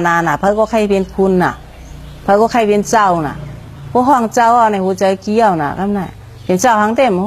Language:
Shan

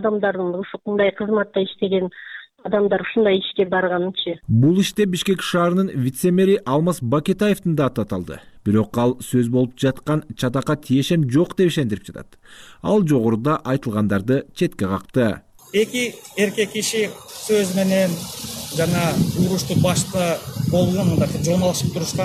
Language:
Kyrgyz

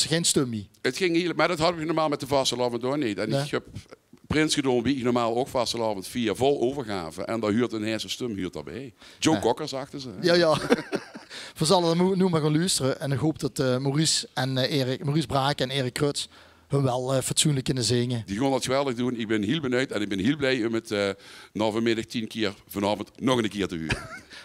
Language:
Limburgish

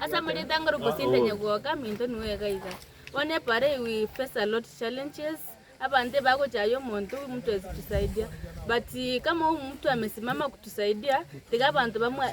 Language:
Gusii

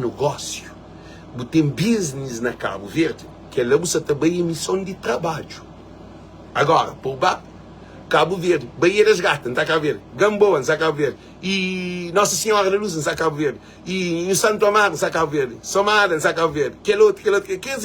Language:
Kabuverdianu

